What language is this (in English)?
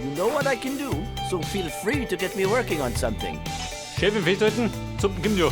Bavarian